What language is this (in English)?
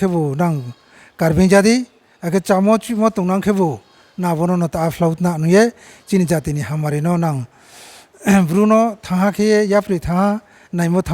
Riang (India)